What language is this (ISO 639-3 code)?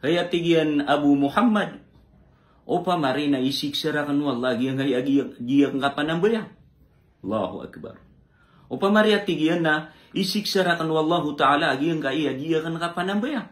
mrw